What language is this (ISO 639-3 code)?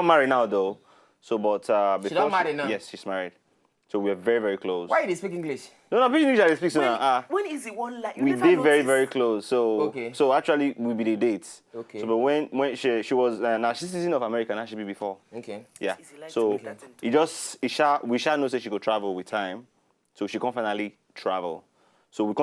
pcm